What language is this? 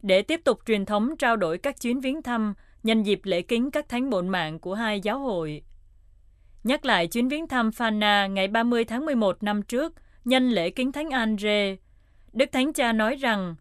Vietnamese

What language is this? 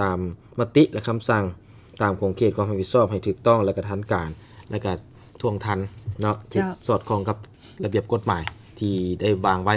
Lao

